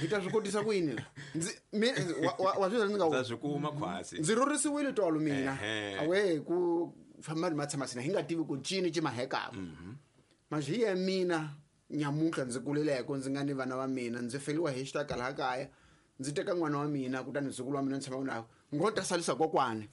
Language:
Tsonga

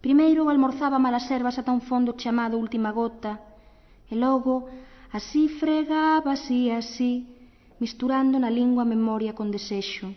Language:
Galician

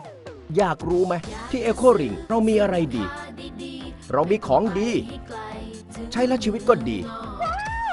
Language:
Thai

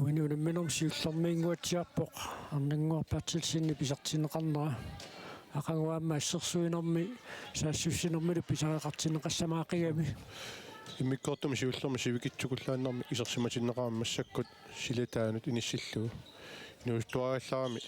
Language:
Kalaallisut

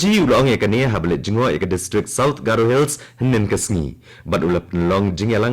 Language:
Khasi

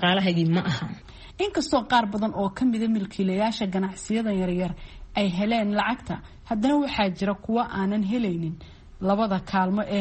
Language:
Somali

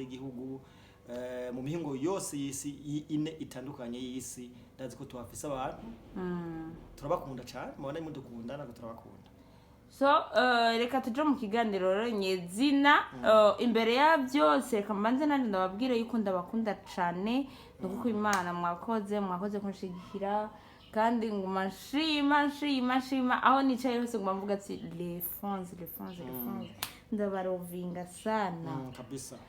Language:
Rundi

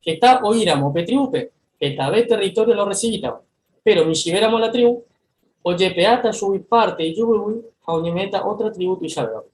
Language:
Guarani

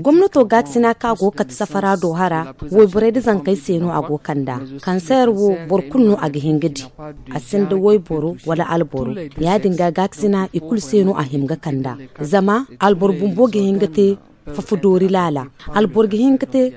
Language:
Zarma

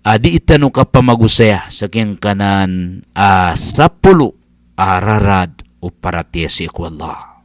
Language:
Maranao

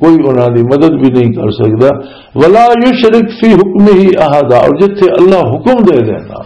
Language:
Western Panjabi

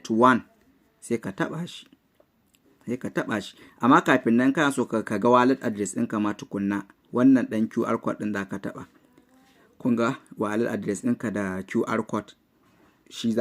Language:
Hausa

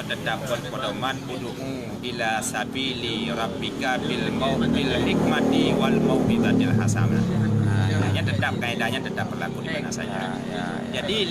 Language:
Achinese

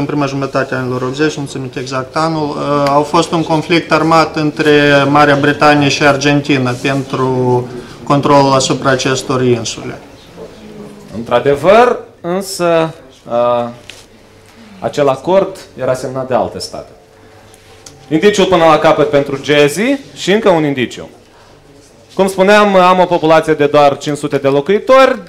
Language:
Romanian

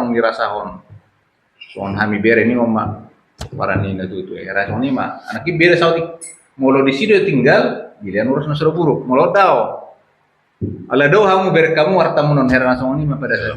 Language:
Batak Toba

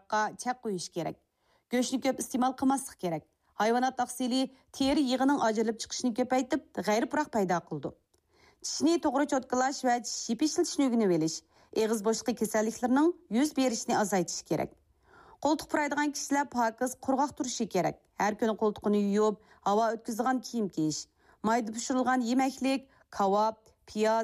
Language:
Uyghur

